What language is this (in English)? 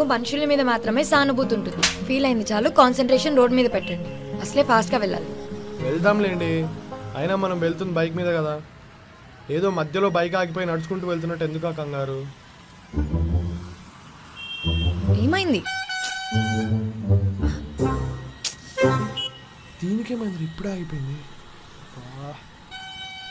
Telugu